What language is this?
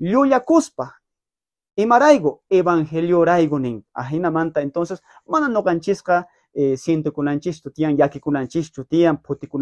South Bolivian Quechua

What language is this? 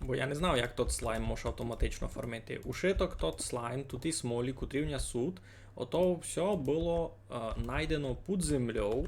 Rusyn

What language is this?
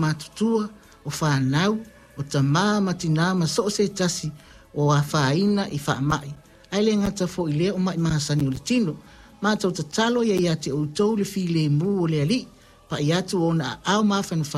Samoan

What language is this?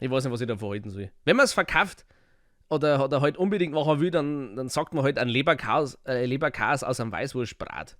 Bavarian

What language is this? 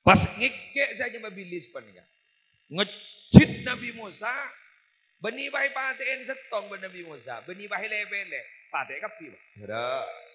Madurese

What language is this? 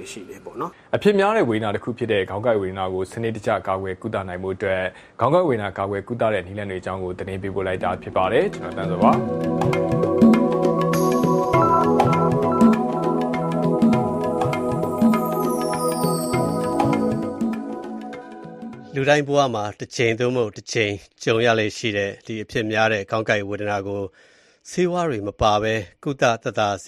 Burmese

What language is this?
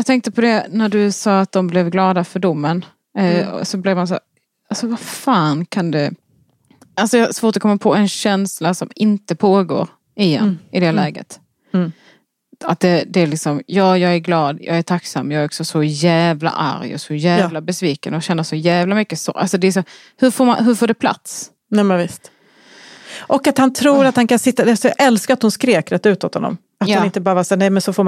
Swedish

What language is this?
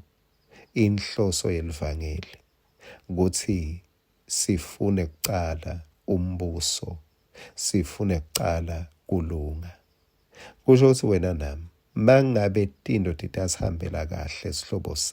Swati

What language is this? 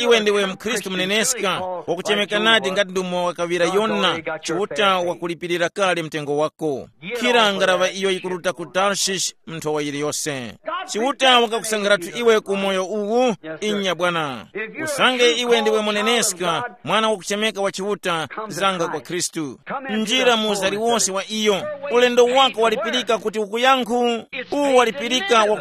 Tumbuka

